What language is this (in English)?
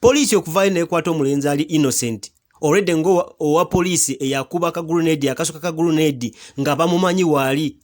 Ganda